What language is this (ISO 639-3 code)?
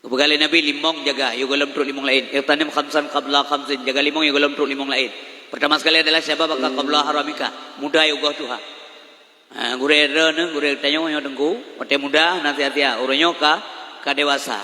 ace